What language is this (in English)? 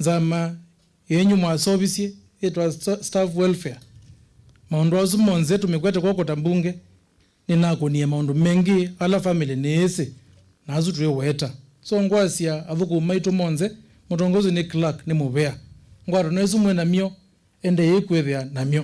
Kamba